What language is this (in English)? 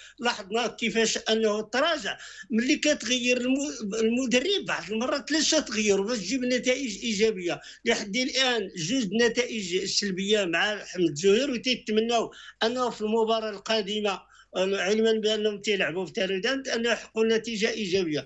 Moroccan Arabic